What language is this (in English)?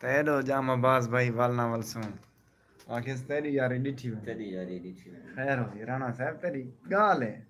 Saraiki